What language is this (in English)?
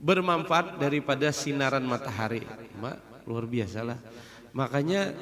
Banjar